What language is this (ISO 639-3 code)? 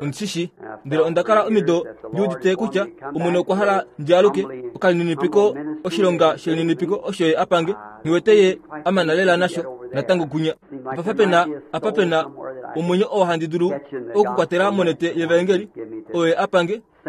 kua